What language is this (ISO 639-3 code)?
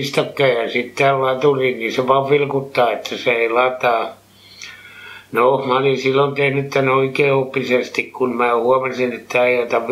fin